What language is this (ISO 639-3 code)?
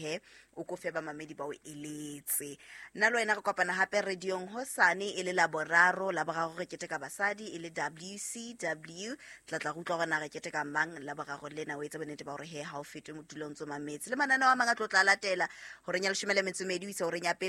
sot